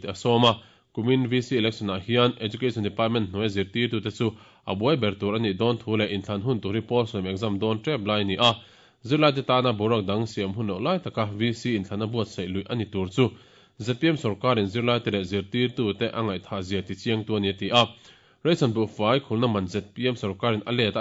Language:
Mizo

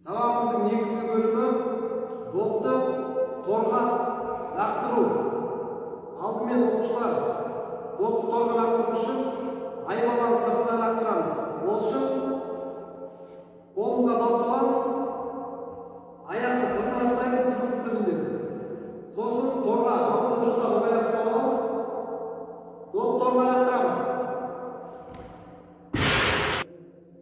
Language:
Kazakh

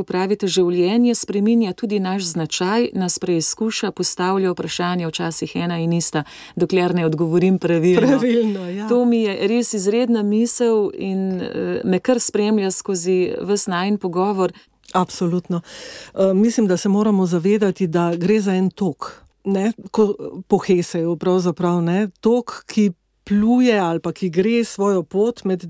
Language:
Slovenian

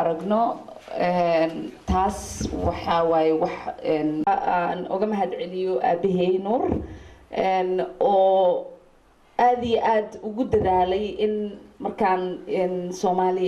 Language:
Somali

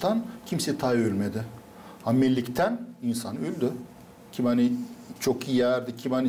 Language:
Gagauz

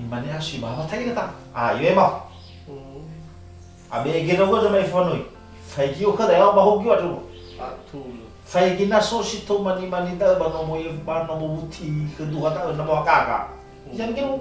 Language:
Nias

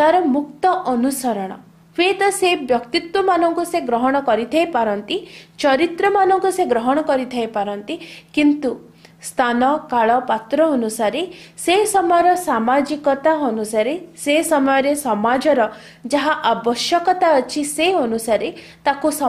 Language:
Odia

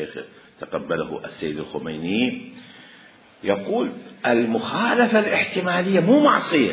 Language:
Mesopotamian Arabic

